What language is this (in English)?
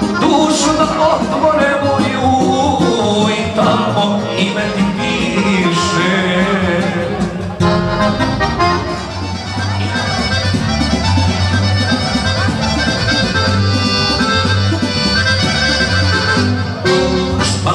Serbian